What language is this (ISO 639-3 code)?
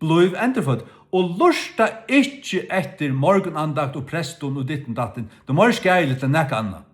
fao